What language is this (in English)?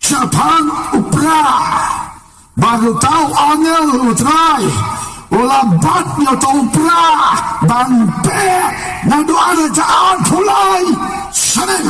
Khasi